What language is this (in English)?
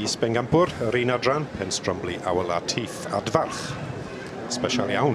Welsh